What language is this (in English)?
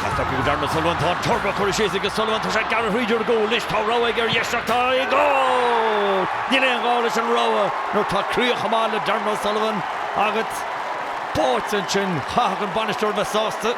Irish